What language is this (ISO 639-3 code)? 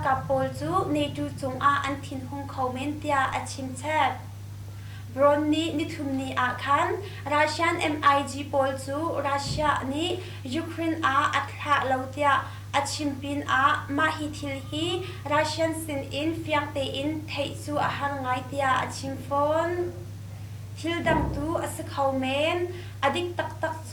cnh